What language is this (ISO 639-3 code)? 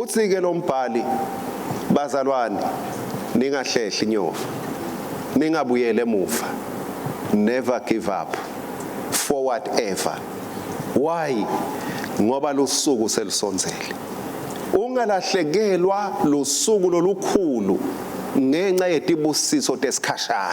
ssw